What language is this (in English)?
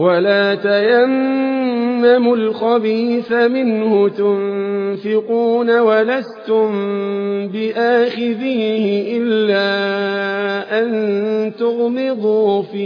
Arabic